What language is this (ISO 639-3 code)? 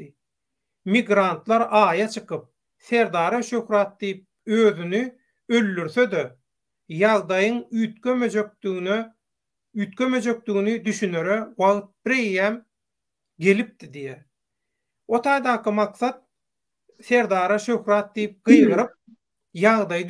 tuk